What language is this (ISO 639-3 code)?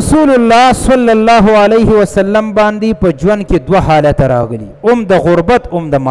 pus